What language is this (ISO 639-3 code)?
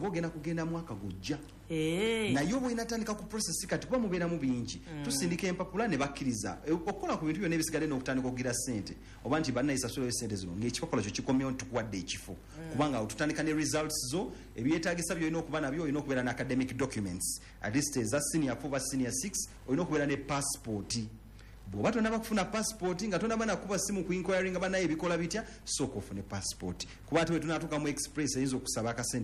lug